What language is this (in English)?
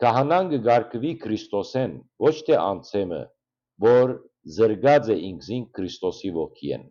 Western Armenian